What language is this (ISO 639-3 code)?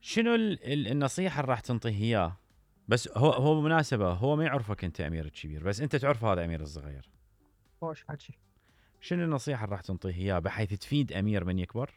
acm